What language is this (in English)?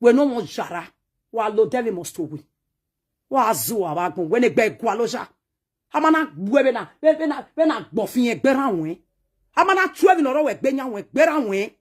Nigerian Pidgin